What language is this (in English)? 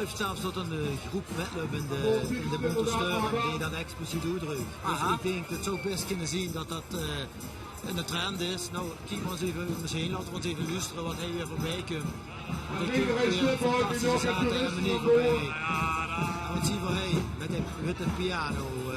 Limburgish